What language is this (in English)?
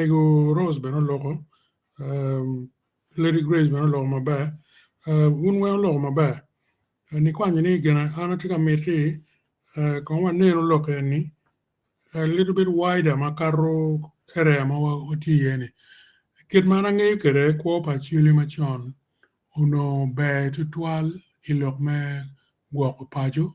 Acoli